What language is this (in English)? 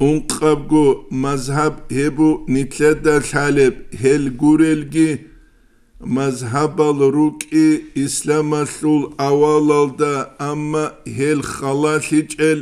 Avaric